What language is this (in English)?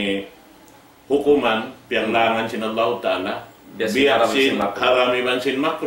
Tausug